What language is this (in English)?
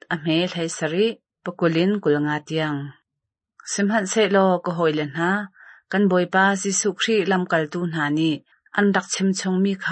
Hakha Chin